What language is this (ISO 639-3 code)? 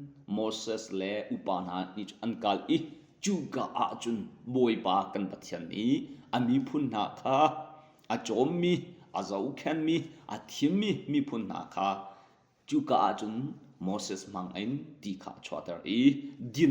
cnh